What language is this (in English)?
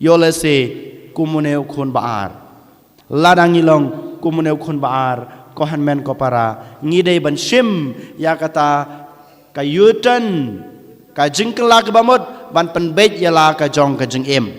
Khasi